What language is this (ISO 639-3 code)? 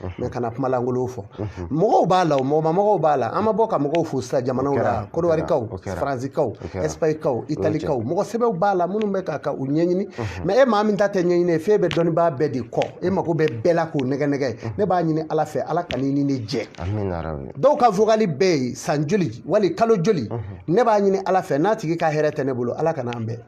bam